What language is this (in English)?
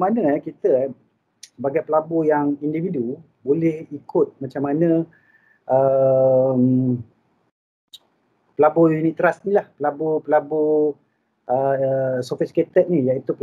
Malay